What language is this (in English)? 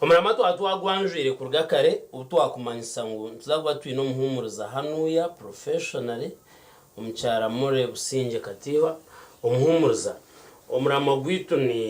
Nyankole